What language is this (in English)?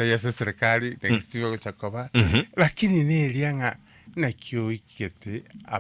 Gusii